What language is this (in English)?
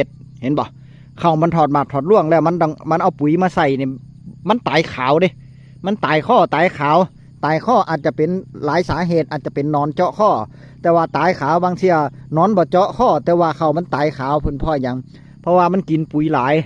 Northeastern Thai